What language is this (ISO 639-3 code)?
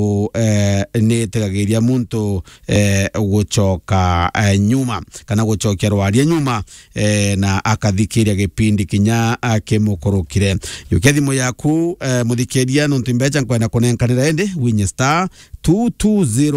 mer